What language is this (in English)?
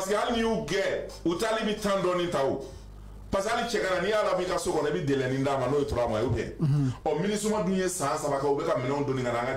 Bambara